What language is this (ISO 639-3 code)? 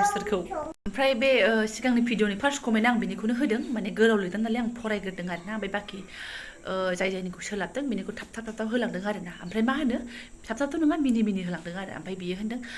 brx